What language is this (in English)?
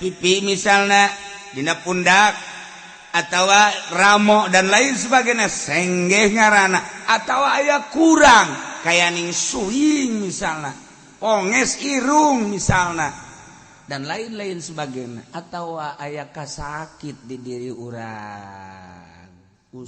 Sundanese